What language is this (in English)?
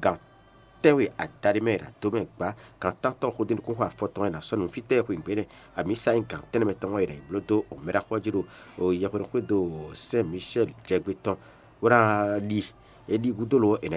Fon